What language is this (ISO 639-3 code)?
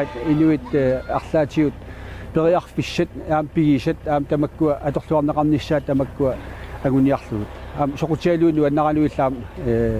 kal